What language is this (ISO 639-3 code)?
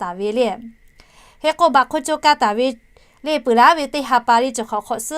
lhu